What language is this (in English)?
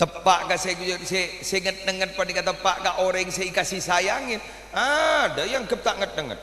Madurese